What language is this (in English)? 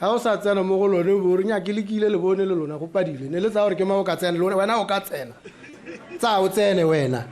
Tswana